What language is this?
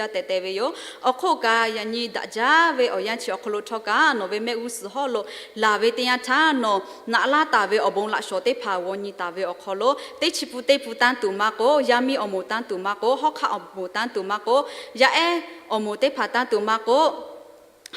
Lahu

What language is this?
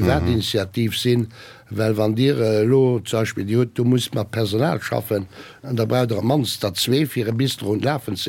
Luxembourgish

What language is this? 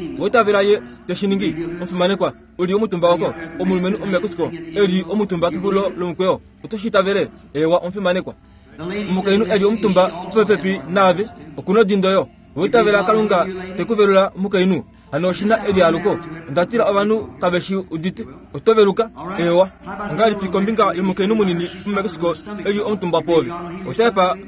Kuanyama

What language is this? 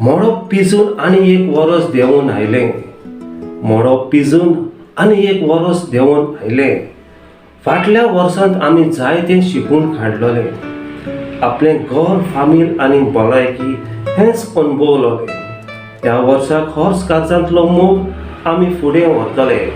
Konkani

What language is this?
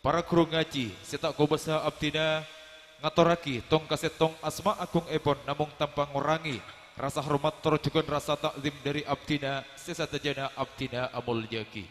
Madurese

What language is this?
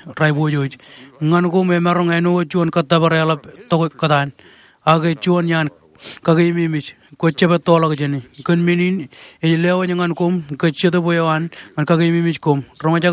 Marshallese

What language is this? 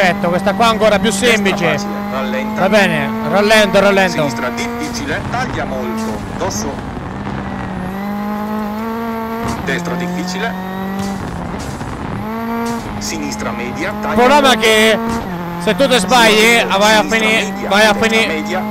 Italian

